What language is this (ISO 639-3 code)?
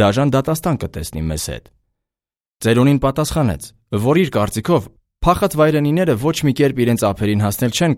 hye